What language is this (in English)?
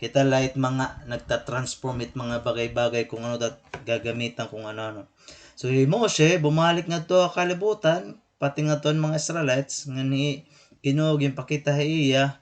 Waray